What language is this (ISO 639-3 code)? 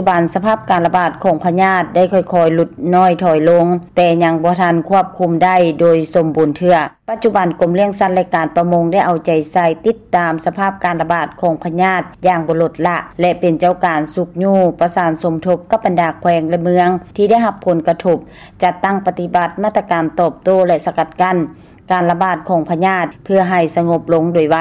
lao